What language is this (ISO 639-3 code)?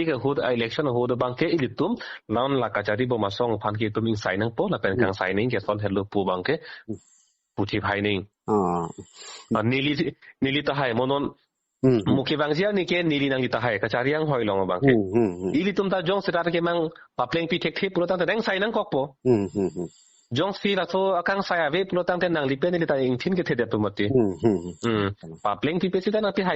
mjw